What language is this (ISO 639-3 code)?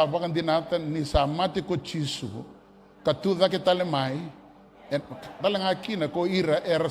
fij